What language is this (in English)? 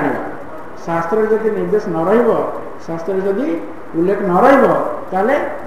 Odia